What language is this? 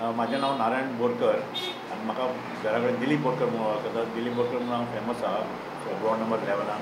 Konkani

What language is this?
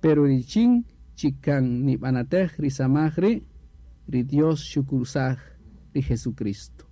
Kaqchikel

